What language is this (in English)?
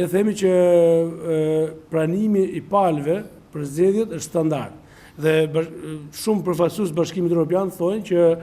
Albanian